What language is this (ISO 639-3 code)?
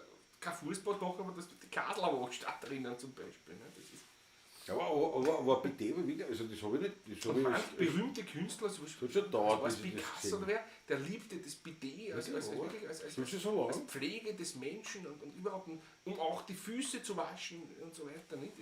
bar